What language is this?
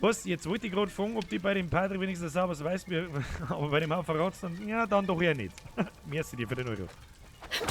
Bavarian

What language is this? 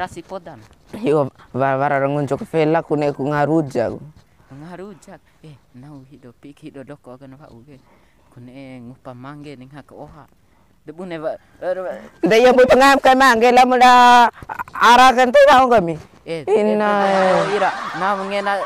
Bima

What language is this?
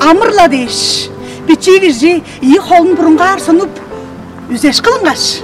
Tuvinian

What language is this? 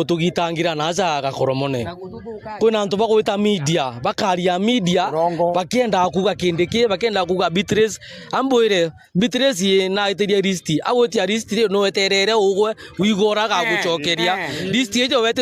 Meru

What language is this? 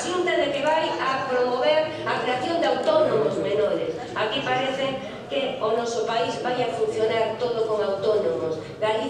Galician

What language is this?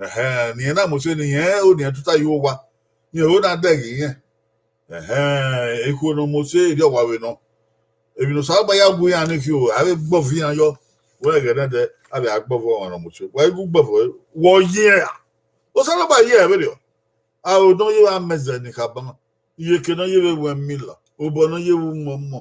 Bini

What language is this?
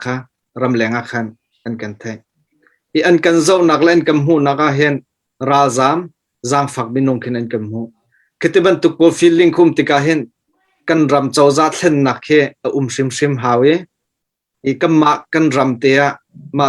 Hakha Chin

